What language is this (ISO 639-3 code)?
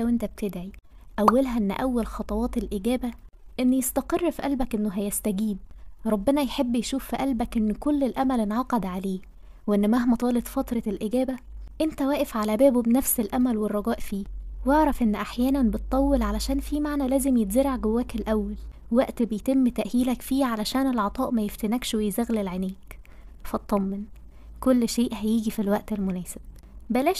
arz